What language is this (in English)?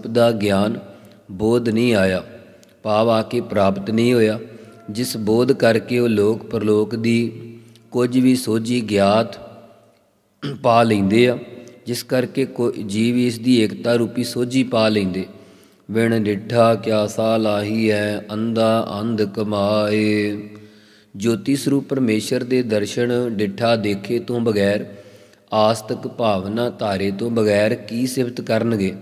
Punjabi